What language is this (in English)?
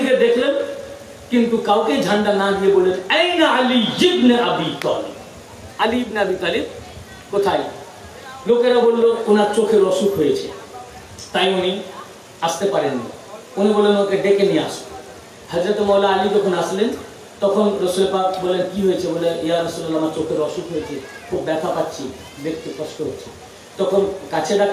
Bangla